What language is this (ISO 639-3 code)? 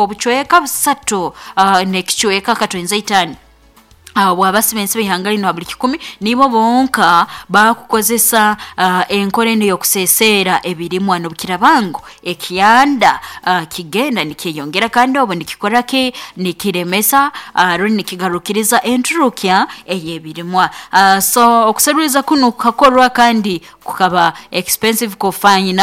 nyo